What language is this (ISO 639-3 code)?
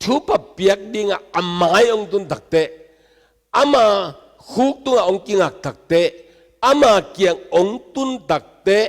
ctd